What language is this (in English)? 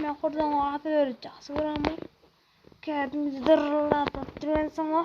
Kara-Kalpak